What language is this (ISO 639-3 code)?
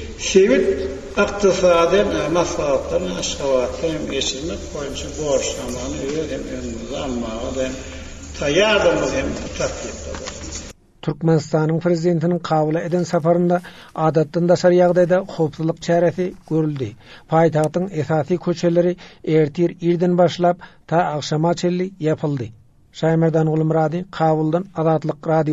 tuk